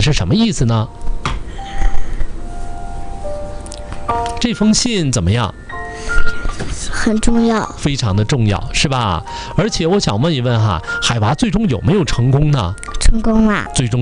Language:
Chinese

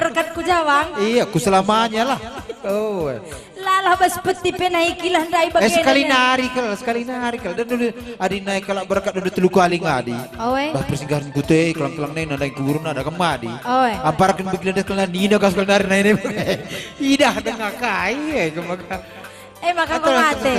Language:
Batak Karo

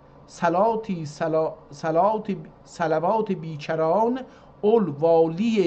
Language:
South Azerbaijani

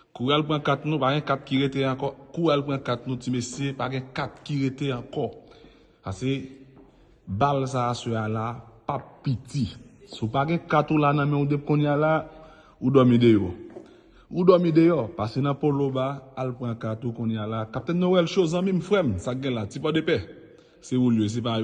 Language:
Haitian Creole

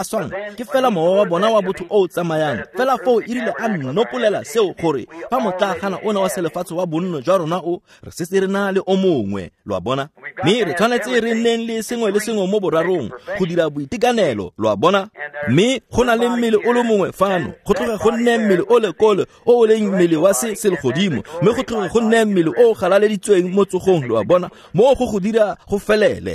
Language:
Tswana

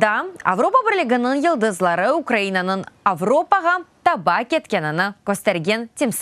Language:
Crimean Tatar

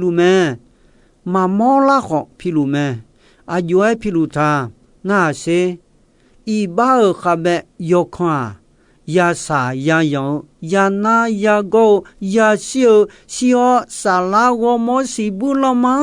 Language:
Akha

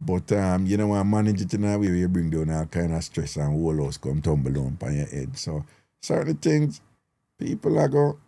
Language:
Jamaican Creole English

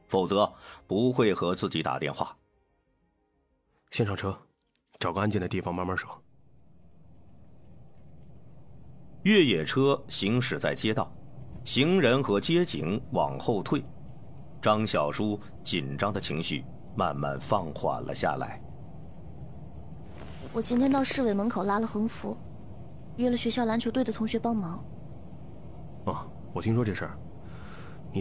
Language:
Chinese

